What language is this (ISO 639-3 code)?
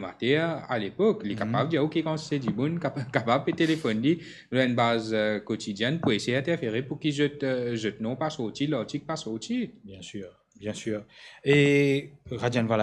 mfe